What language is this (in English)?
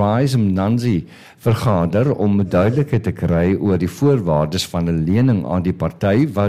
Afrikaans